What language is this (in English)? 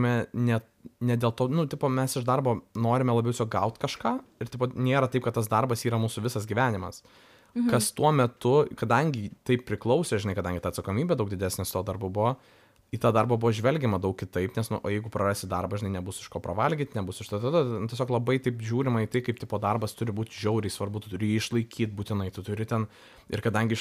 Lithuanian